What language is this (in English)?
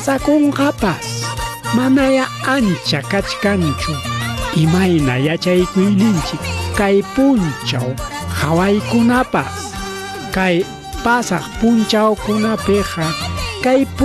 Ayacucho Quechua